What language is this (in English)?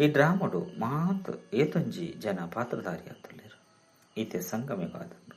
Tulu